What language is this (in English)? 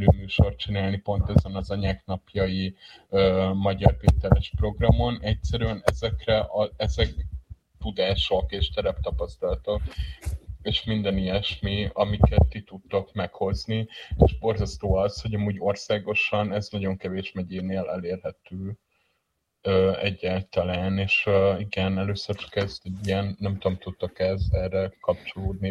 Hungarian